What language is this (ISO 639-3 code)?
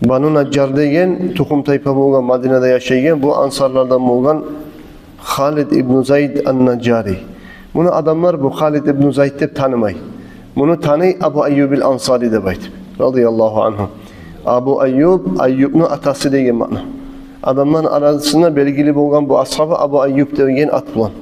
kum